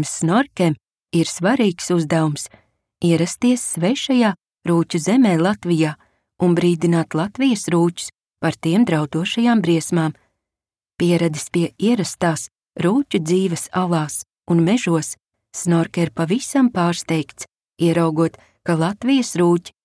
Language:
Latvian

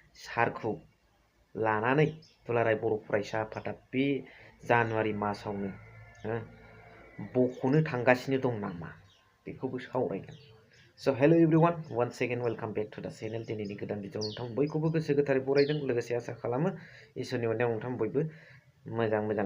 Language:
Bodo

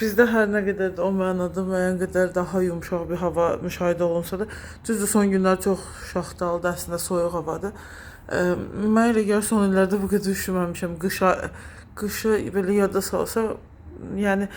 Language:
Azerbaijani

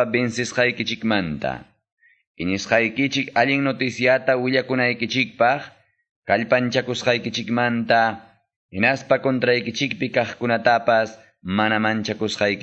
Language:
Quechua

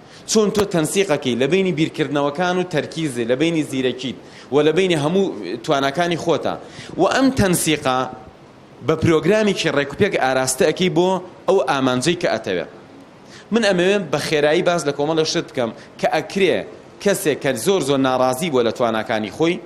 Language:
Central Kurdish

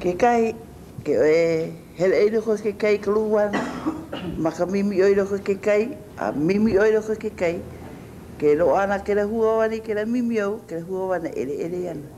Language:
Hawaiian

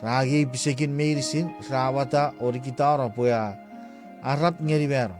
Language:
Chuukese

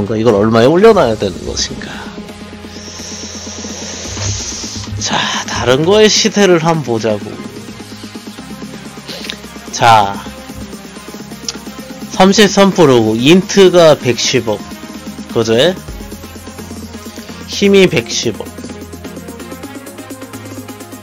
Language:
Korean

